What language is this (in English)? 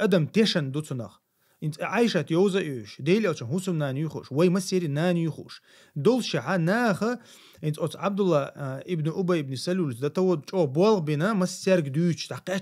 Chechen